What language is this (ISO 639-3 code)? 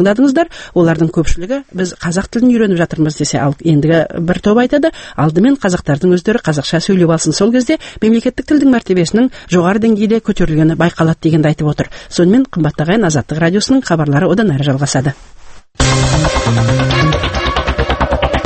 kaz